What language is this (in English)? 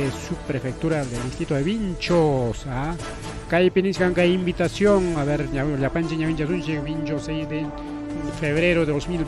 Ayacucho Quechua